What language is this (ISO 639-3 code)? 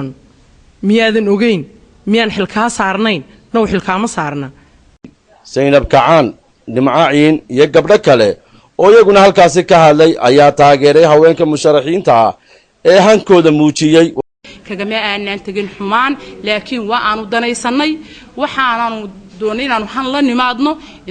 som